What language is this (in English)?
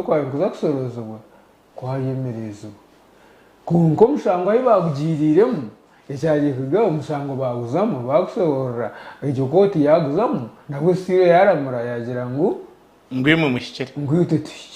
Nyankole